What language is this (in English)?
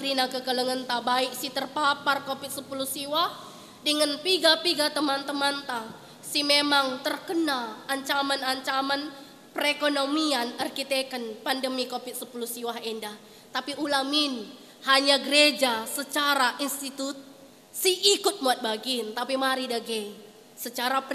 Batak Karo